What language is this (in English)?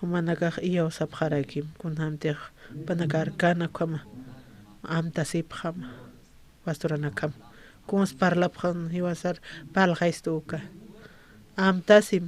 Aymara